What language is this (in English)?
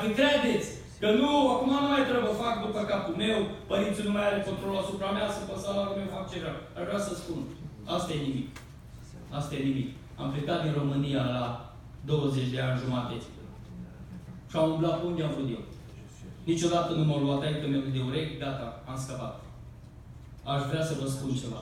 Romanian